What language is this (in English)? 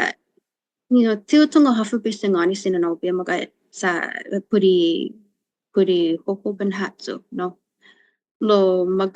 Chamorro